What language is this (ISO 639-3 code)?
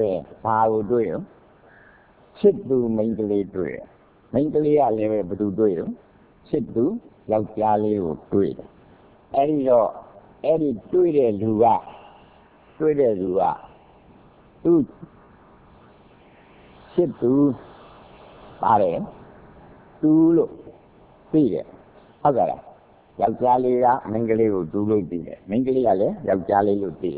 mya